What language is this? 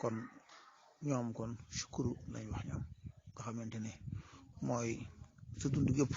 Wolof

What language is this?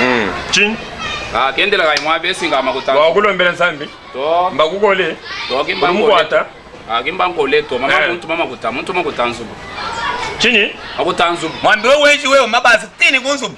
Luba-Lulua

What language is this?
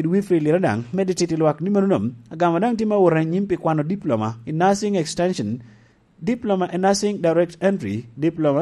Lango (Uganda)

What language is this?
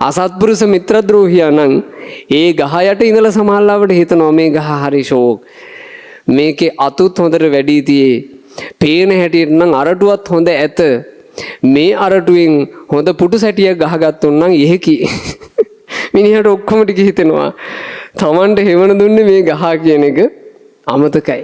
Sinhala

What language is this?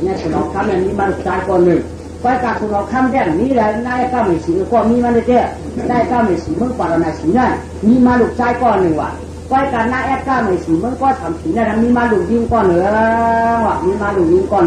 Shan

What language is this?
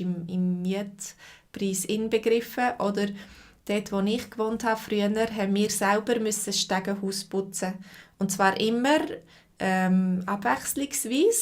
Swiss German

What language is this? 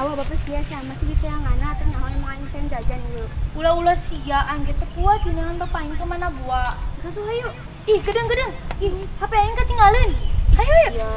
Sundanese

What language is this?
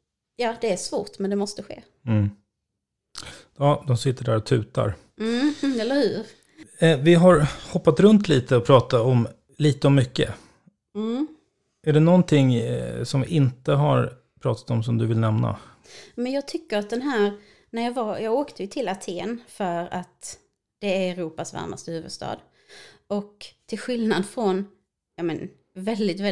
Swedish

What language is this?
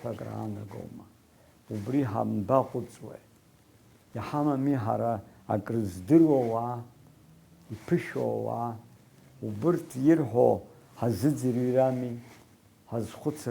Abkhazian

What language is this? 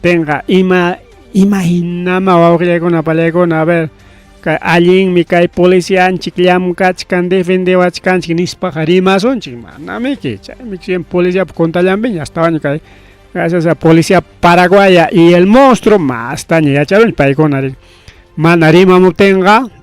Ayacucho Quechua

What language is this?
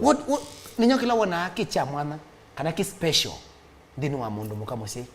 Kamba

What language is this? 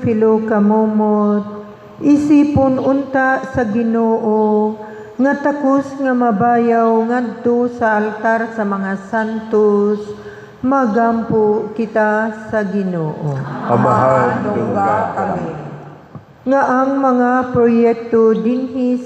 Cebuano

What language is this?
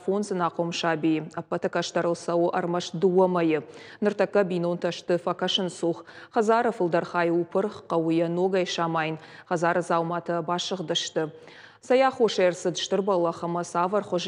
Ossetic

